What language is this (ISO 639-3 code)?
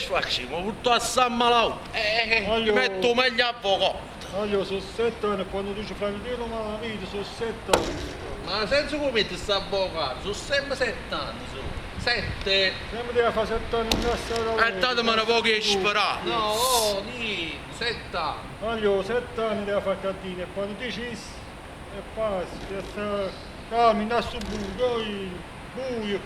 nap